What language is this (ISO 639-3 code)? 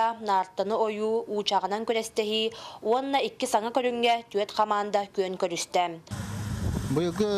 sah